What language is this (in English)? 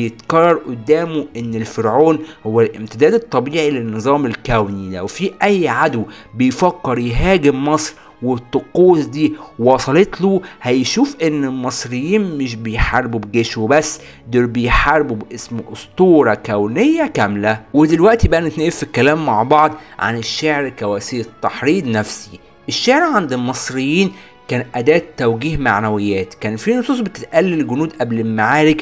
Egyptian Arabic